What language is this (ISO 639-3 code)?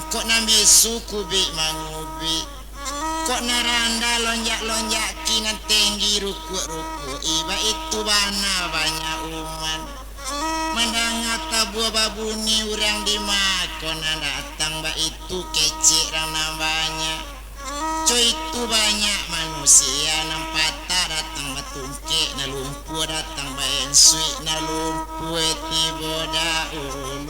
min